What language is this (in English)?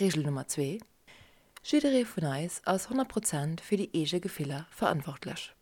Luxembourgish